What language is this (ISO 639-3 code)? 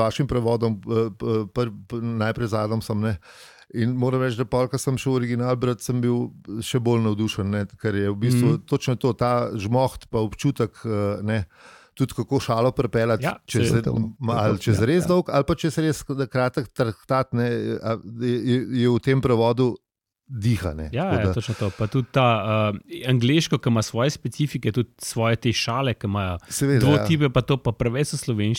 slv